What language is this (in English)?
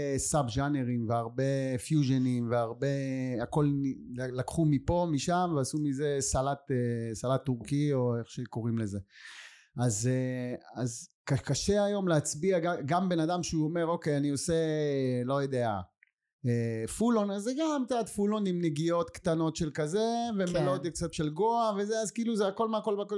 Hebrew